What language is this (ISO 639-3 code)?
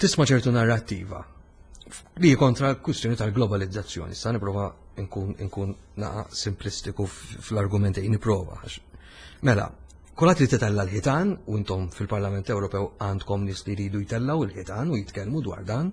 mlt